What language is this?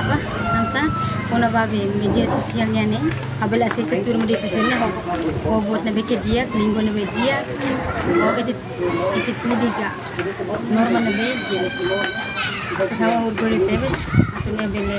Tetum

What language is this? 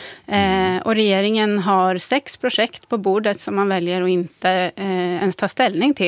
Swedish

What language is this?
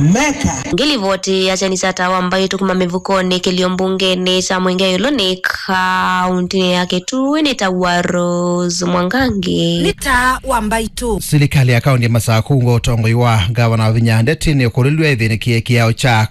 Kamba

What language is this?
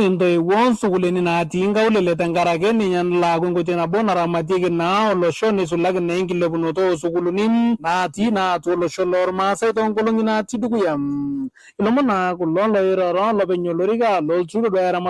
Masai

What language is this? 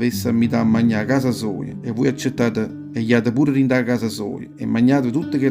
Neapolitan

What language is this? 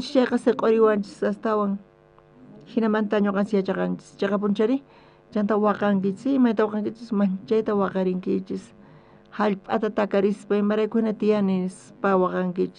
South Bolivian Quechua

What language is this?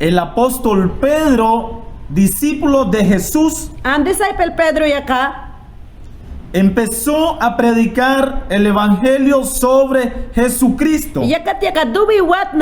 Mayangna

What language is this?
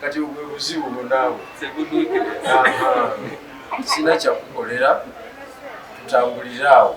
Ganda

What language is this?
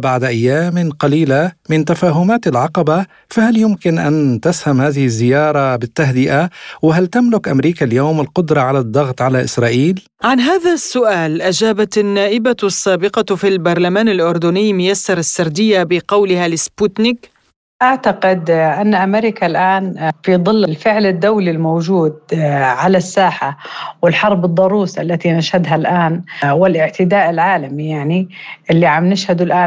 Arabic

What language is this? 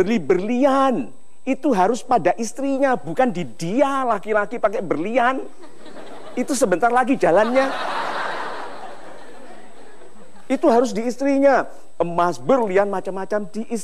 Indonesian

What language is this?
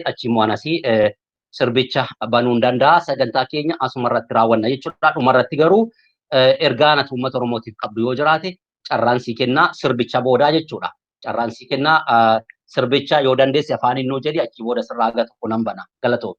Oromo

